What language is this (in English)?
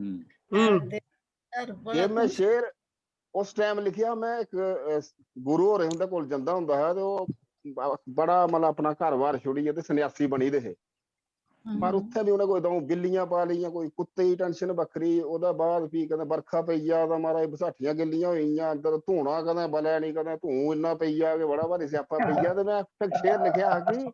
Dogri